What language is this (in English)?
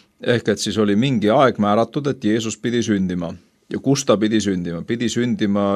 Estonian